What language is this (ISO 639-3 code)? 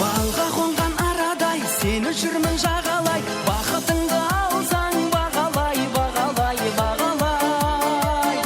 kaa